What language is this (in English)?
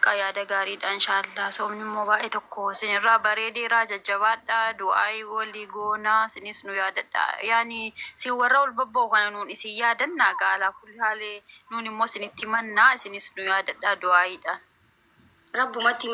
Oromo